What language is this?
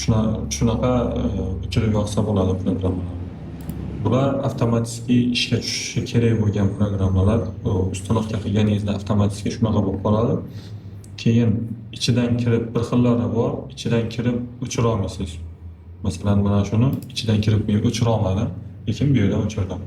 Uzbek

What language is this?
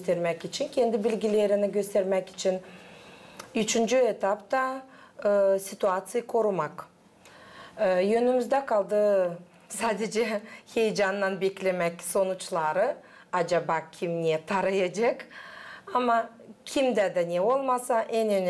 Gagauz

